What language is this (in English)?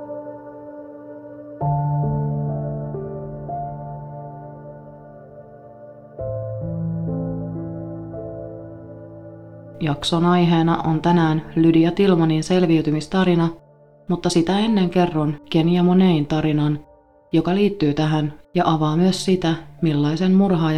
Finnish